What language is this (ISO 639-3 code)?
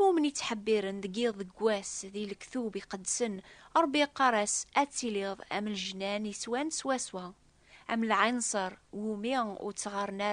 kab